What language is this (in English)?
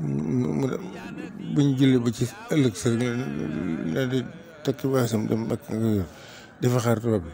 Wolof